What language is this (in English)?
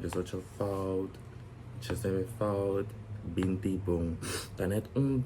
Papiamento